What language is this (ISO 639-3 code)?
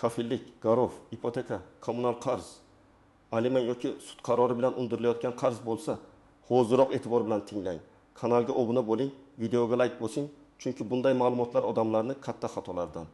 uzb